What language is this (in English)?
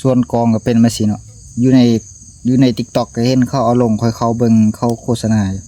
Lao